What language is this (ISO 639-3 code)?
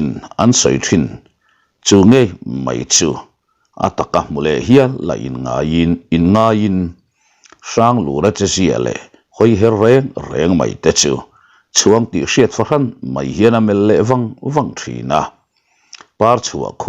lus